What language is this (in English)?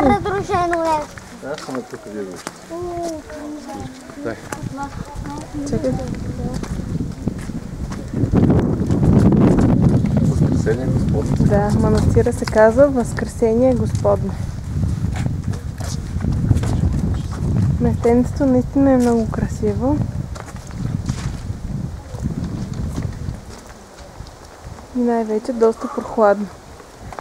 Bulgarian